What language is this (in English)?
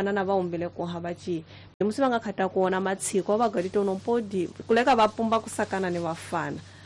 Tsonga